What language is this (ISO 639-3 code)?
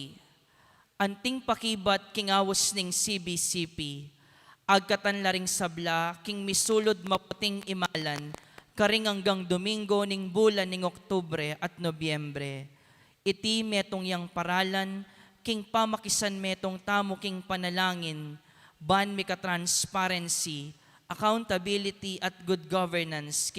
pam